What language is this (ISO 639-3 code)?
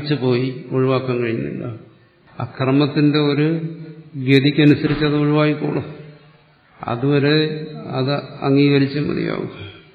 mal